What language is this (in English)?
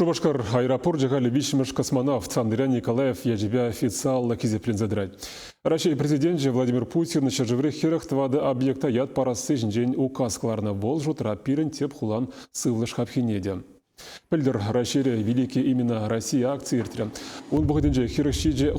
Chuvash